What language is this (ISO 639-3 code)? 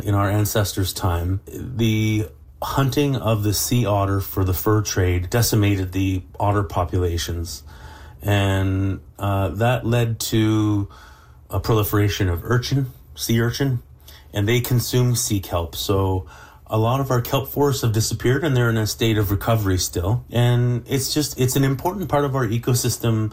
eng